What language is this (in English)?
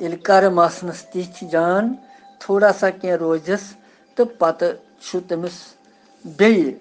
Kashmiri